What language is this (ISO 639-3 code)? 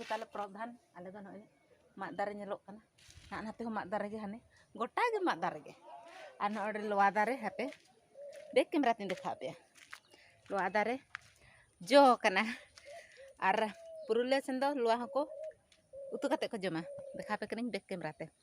sat